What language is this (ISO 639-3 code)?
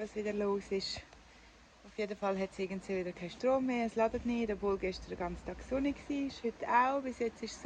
gsw